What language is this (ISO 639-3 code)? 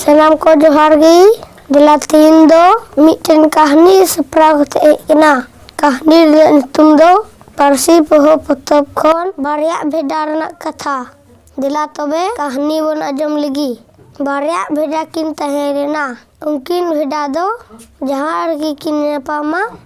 sat